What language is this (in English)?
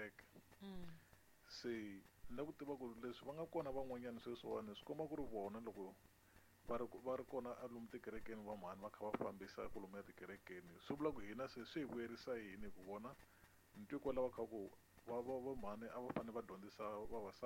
Tsonga